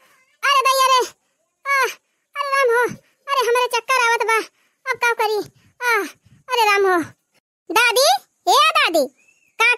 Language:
Awadhi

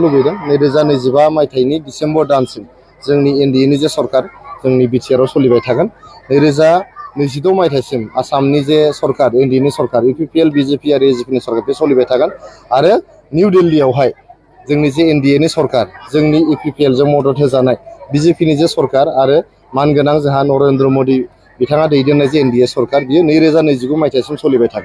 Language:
Bodo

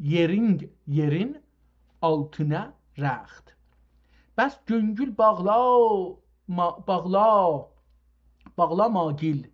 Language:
South Azerbaijani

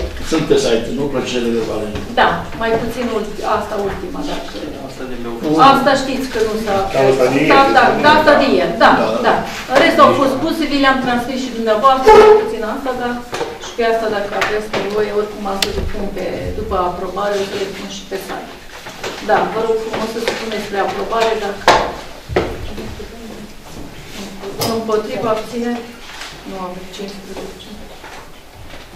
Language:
Romanian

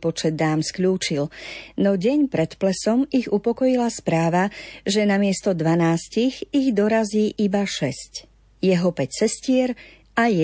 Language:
Slovak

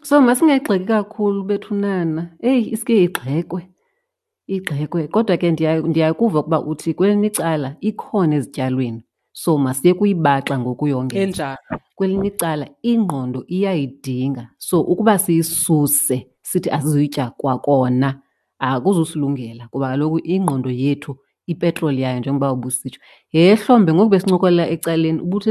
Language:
Xhosa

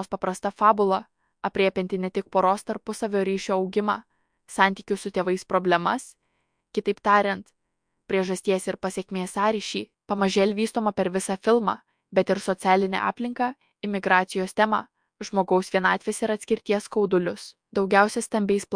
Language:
Lithuanian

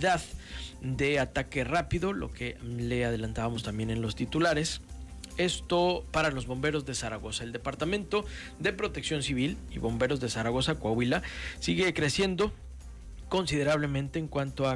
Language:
Spanish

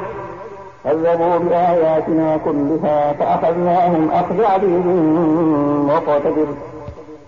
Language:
Arabic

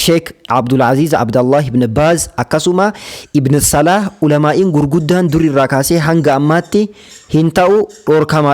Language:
Oromo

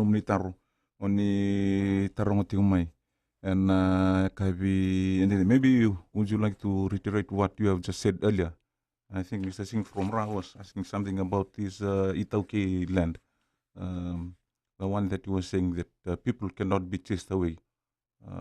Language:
Fijian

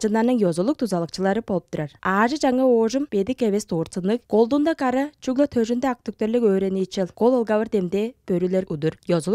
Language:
Tuvinian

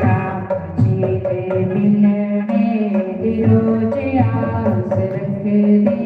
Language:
Dogri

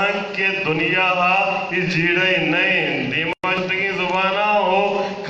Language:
Eastern Balochi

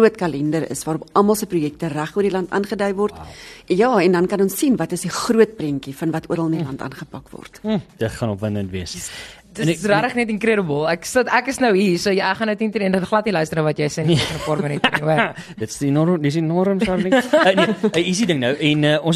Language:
Afrikaans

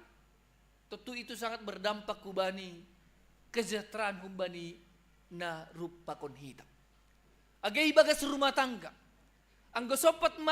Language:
Batak Simalungun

